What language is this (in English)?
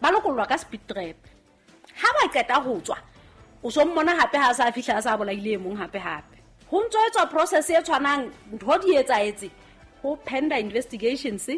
Southern Sotho